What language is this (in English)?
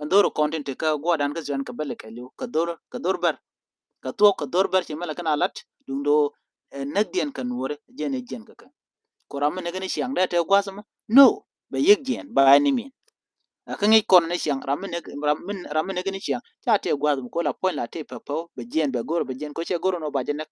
Nuer